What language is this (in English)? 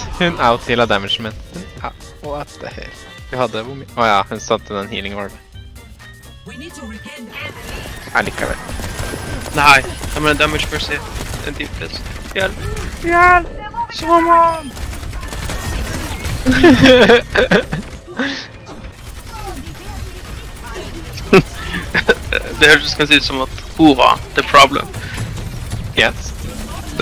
Norwegian